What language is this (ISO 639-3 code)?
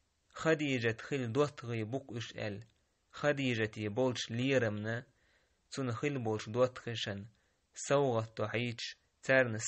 che